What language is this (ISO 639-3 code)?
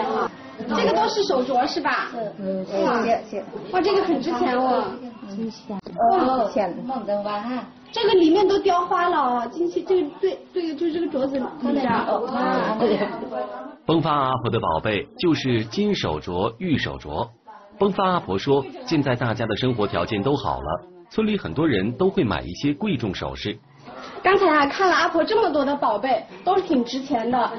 zho